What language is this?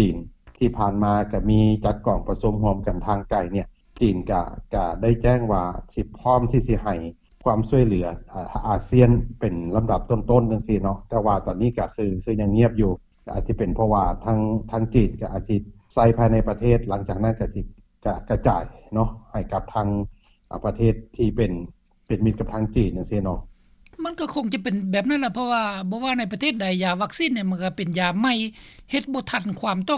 Lao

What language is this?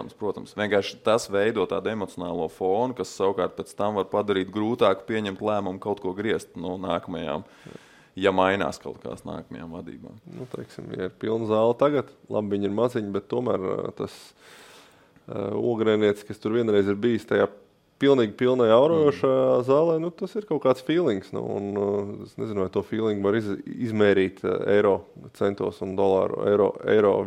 Latvian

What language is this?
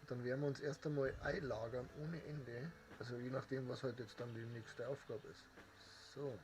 Bavarian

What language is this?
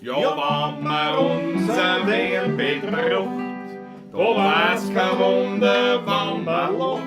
Bavarian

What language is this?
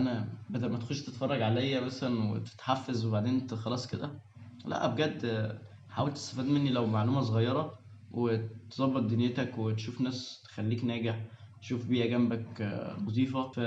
Egyptian Arabic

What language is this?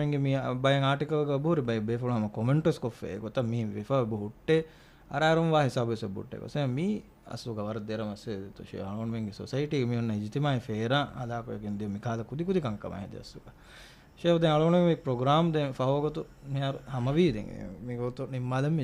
Divehi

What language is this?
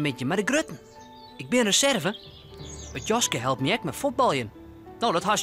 Western Frisian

